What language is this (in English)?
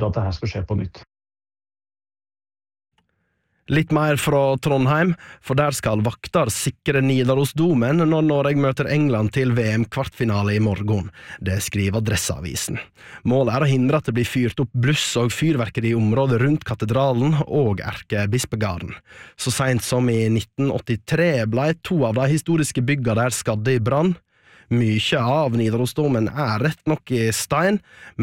Norwegian